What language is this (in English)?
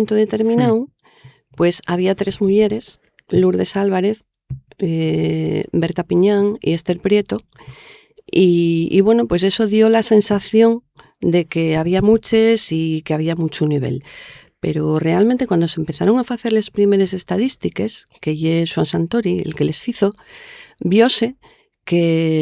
Asturian